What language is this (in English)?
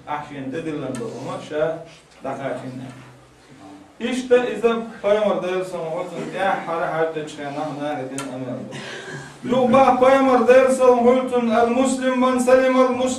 Chechen